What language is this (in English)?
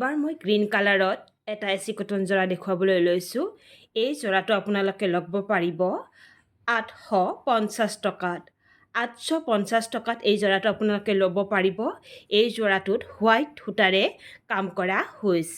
Assamese